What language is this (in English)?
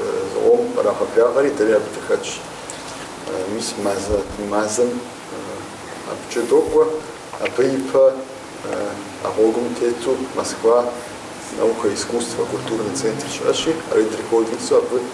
Kabardian